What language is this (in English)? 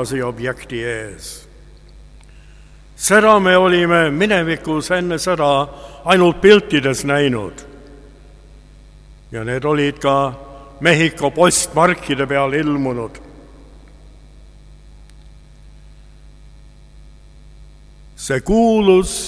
Estonian